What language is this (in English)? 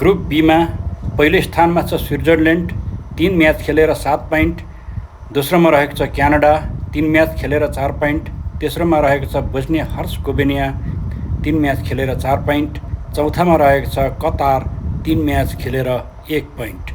Nepali